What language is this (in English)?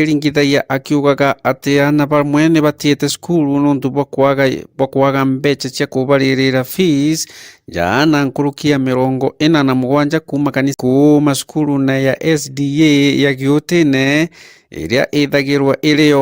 Meru